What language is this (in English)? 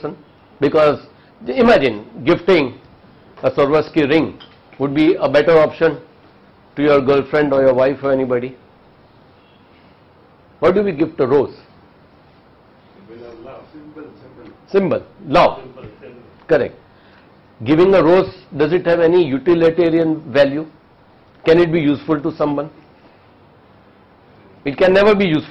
English